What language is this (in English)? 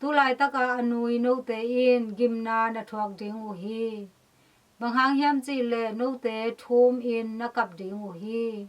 Tedim Chin